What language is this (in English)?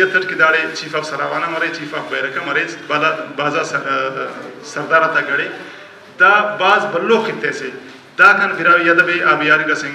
Brahui